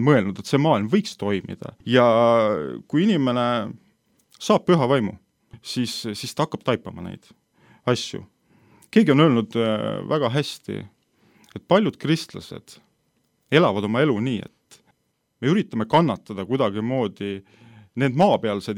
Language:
Estonian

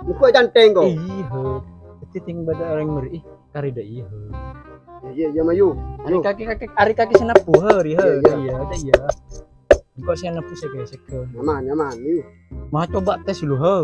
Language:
Madurese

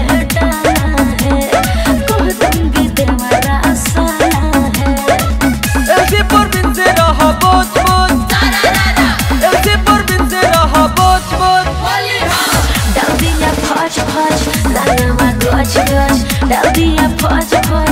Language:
Bhojpuri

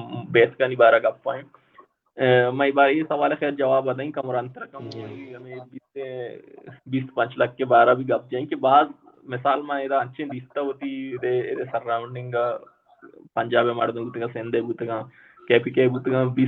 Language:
Baluchi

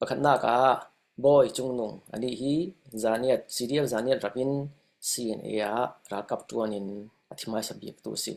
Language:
Falam Chin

